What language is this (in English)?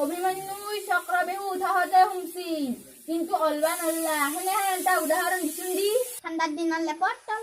Assamese